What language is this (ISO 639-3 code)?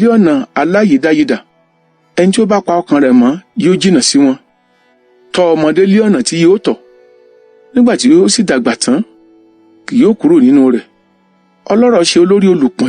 yor